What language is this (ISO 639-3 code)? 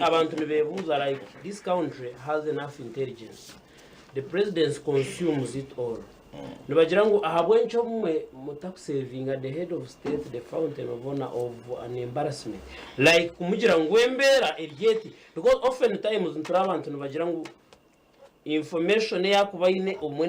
nyn